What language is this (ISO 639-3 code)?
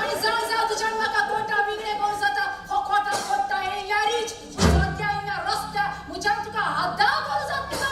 kok